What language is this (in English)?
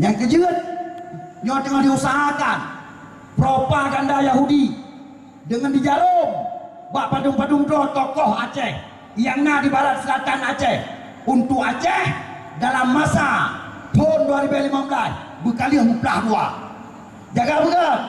Achinese